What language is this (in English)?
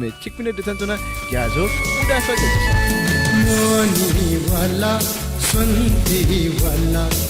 Newari